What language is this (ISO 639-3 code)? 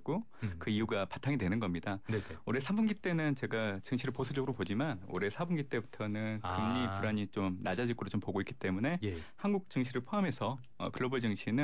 kor